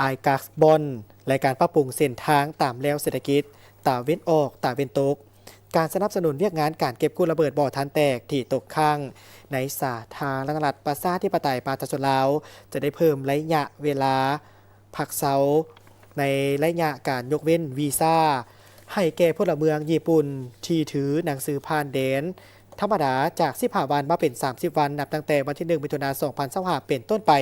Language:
Lao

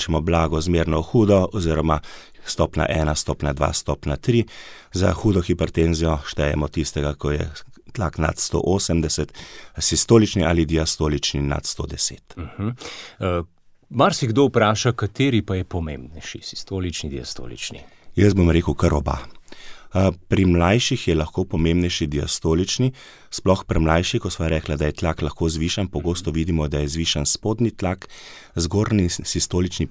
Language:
Slovenian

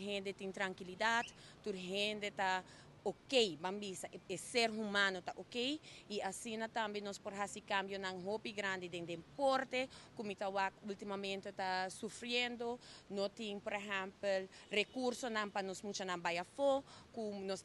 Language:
Papiamento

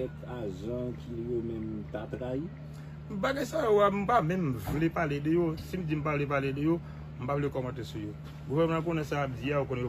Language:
Haitian Creole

